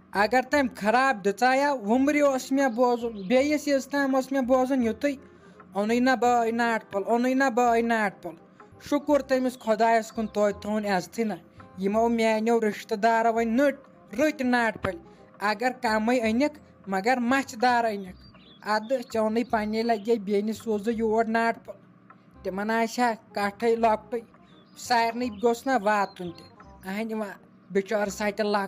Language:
Kashmiri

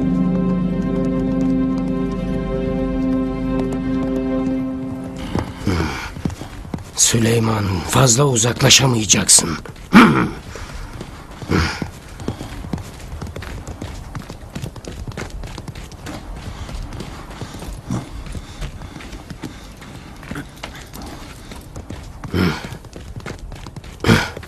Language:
Turkish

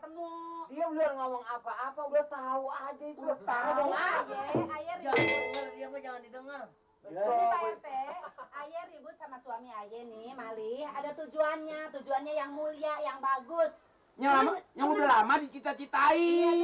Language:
Betawi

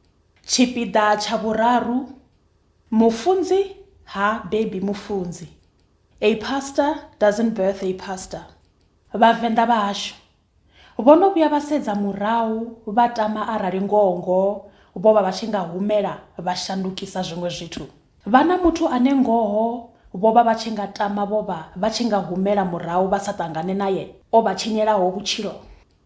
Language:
Venda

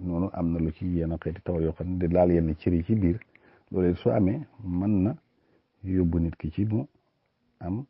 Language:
Wolof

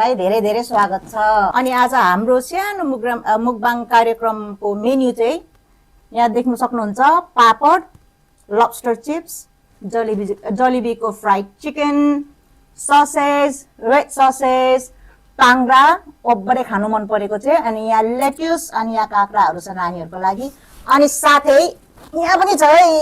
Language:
Nepali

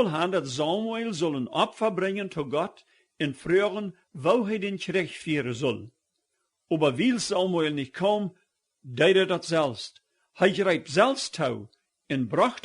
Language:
Plautdietsch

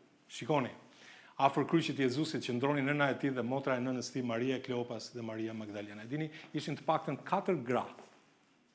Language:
Albanian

